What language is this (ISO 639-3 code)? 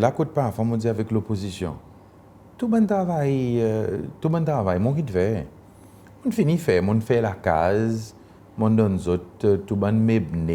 crs